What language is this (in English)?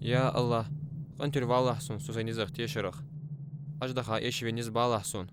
Ingush